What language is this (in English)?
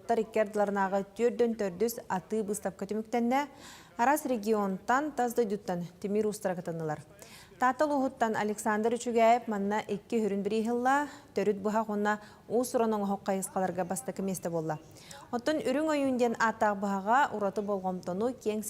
Yakut